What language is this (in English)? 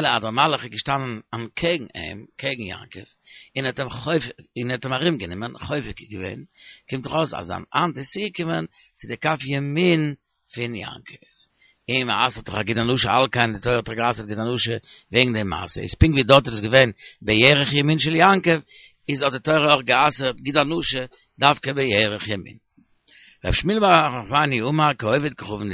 Yiddish